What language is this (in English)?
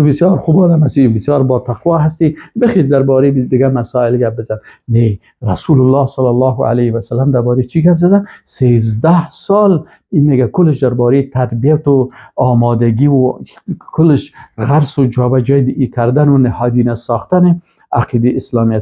Persian